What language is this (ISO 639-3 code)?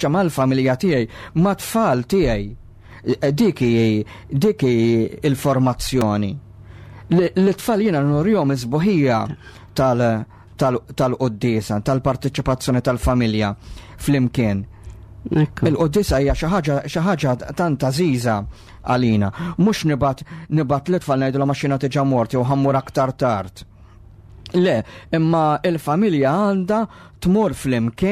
mlt